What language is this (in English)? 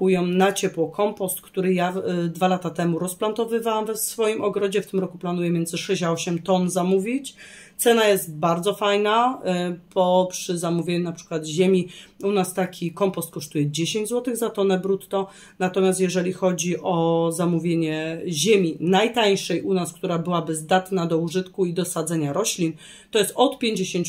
Polish